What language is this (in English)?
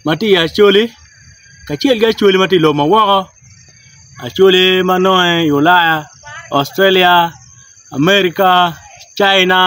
Acoli